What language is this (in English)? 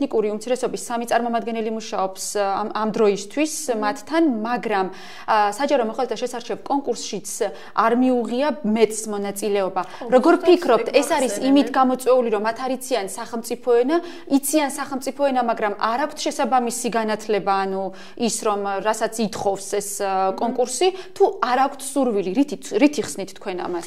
Georgian